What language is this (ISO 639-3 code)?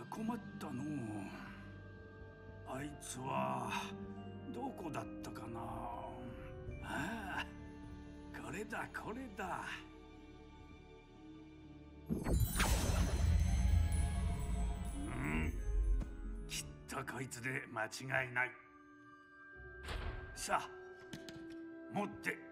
jpn